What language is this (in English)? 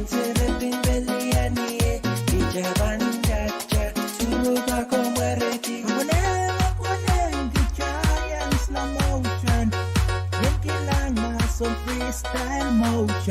Pohnpeian